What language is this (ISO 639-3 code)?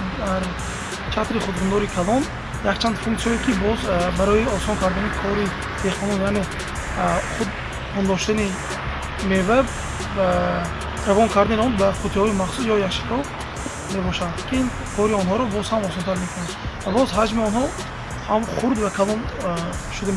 tgk